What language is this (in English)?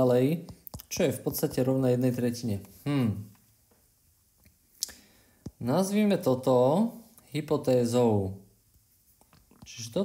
Slovak